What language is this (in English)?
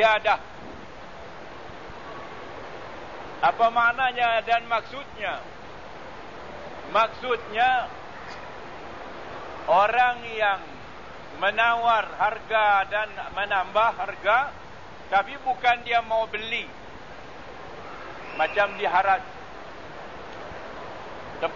Malay